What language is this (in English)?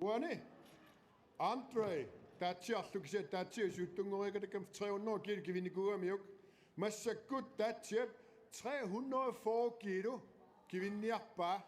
Kalaallisut